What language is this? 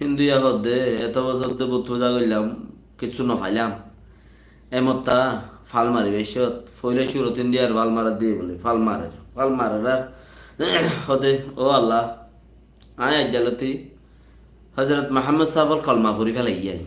Rohingya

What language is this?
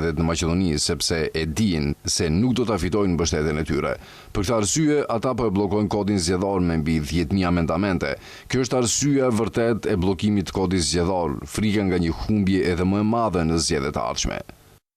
Albanian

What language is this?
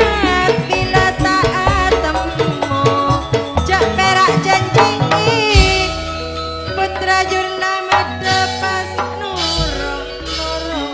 Madurese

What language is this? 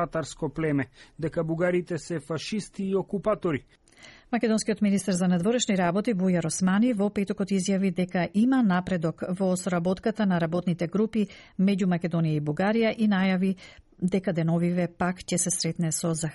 Macedonian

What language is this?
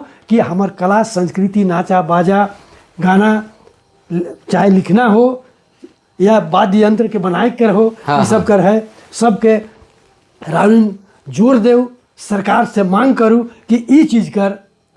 Sadri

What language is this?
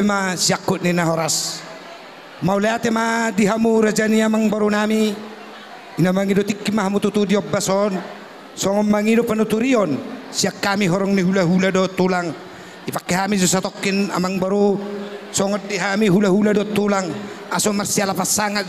Batak Toba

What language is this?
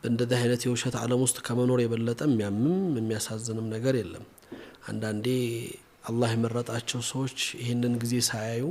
Amharic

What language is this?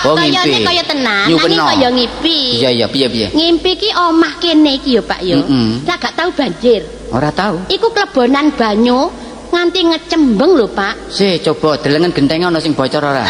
Javanese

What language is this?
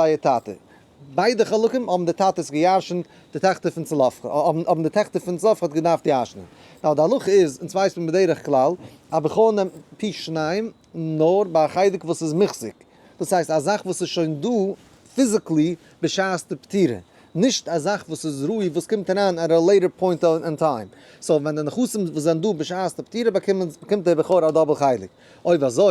Yiddish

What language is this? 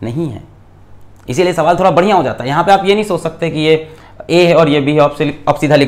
Hindi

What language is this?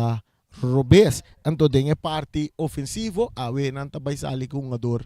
Papiamento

